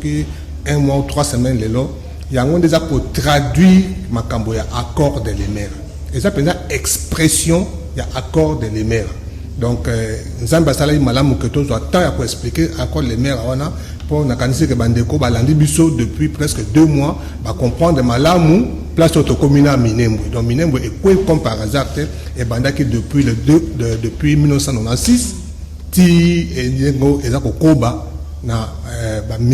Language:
Lingala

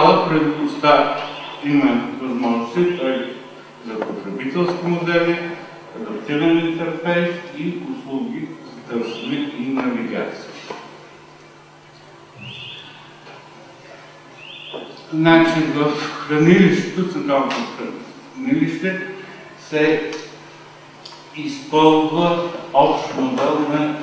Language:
Bulgarian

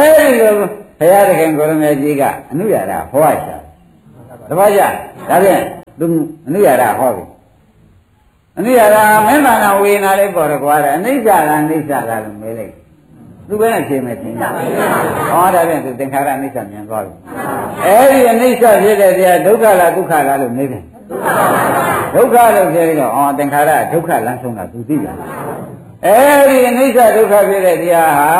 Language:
Burmese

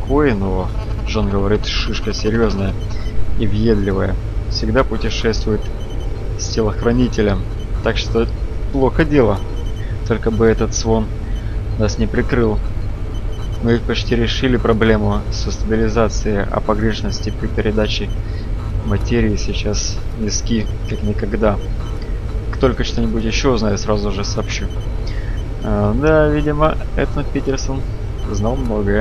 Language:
Russian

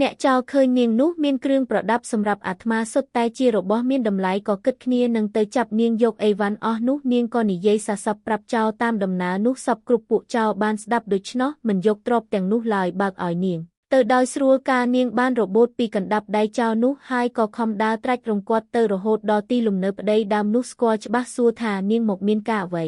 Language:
Khmer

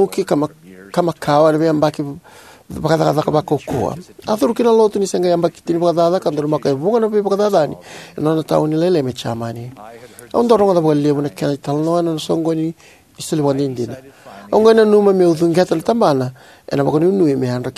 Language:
Fijian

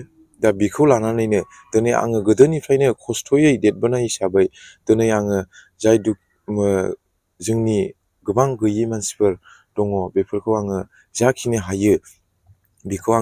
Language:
Bodo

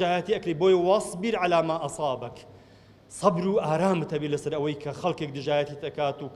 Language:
Central Kurdish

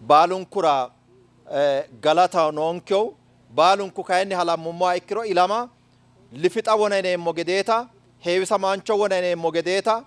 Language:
Sidamo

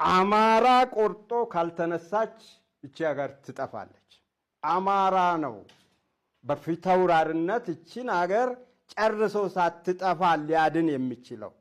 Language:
Amharic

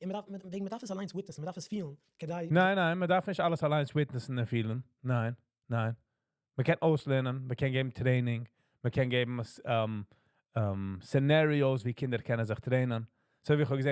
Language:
Yiddish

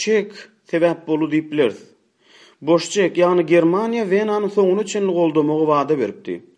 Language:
Turkmen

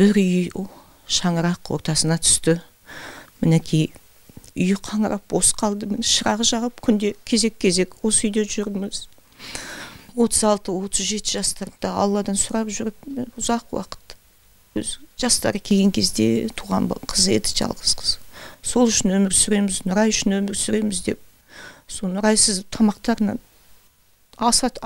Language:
Kazakh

